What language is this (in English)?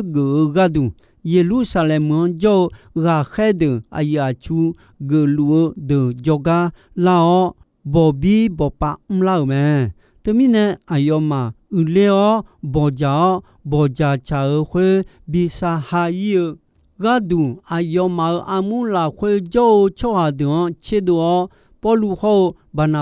Akha